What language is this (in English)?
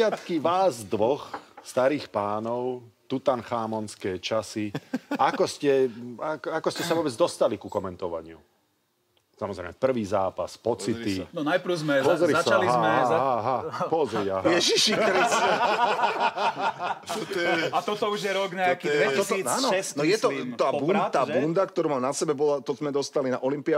Slovak